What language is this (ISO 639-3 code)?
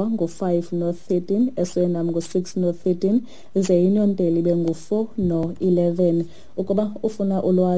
xho